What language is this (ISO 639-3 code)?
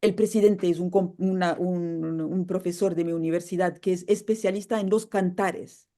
lad